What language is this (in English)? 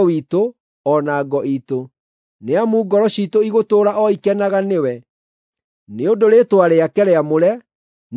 Kikuyu